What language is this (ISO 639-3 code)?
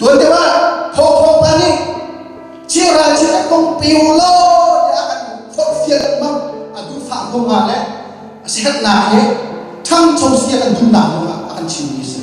cnh